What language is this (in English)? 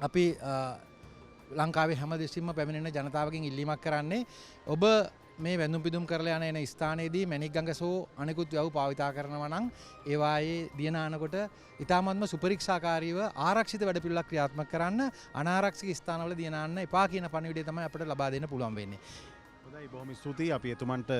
Sinhala